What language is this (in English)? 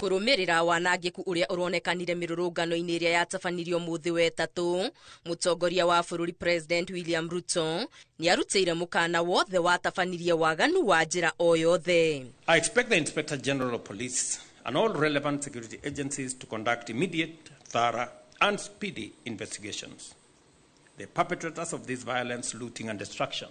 Kikuyu